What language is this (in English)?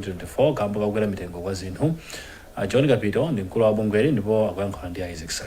Nyanja